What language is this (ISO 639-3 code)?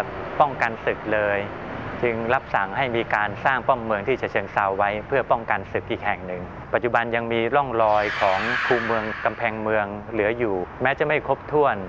tha